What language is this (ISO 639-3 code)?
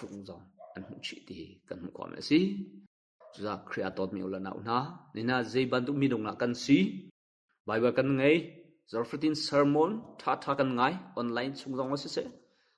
cnh